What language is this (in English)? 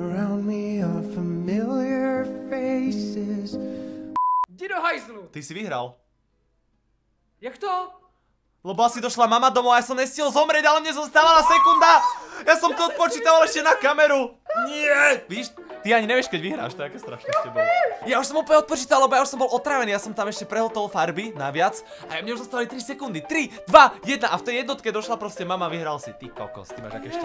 Slovak